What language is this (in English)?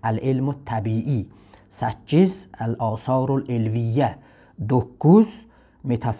South Azerbaijani